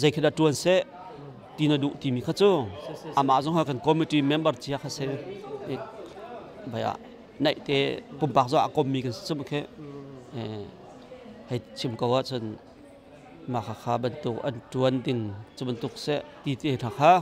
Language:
Hakha Chin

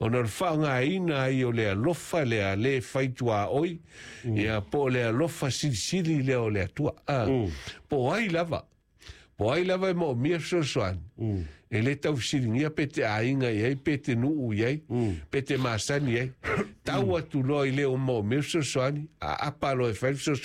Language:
Samoan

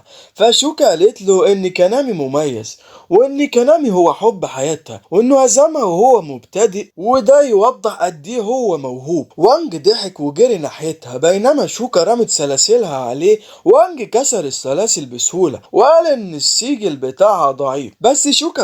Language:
Egyptian Arabic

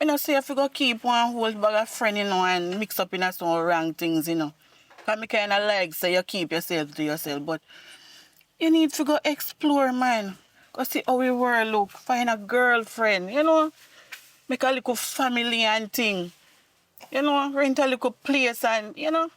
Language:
Jamaican Creole English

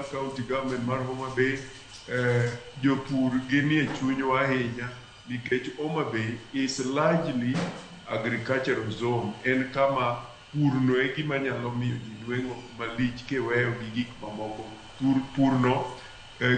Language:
Luo (Kenya and Tanzania)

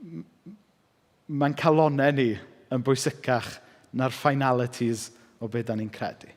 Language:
Welsh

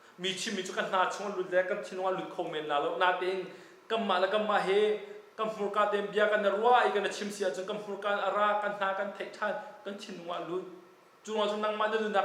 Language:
Hakha Chin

